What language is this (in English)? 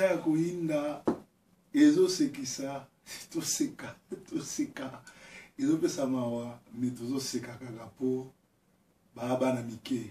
Lingala